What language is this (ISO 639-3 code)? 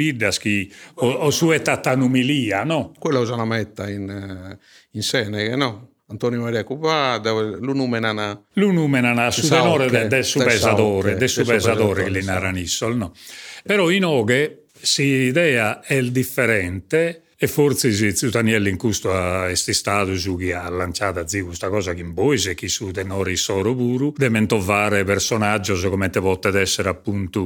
srd